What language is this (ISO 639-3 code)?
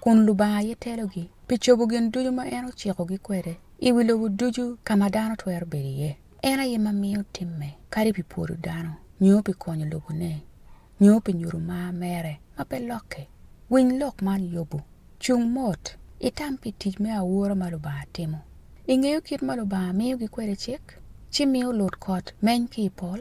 ach